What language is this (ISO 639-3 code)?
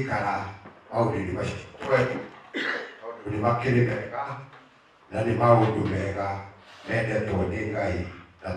kik